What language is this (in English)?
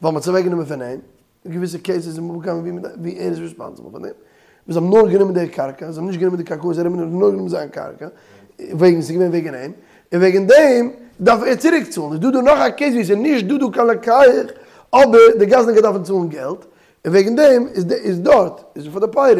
Yiddish